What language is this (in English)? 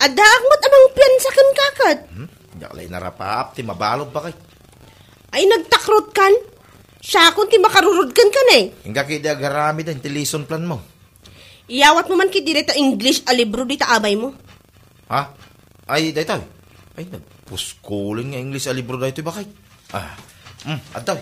Iloko